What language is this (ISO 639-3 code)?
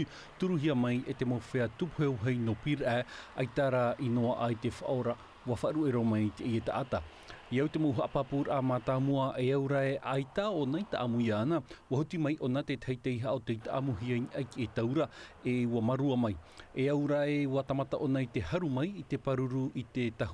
tah